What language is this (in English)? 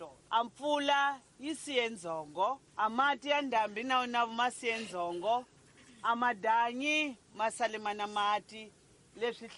Tsonga